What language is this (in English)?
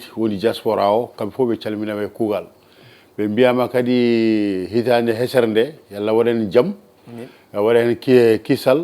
Fula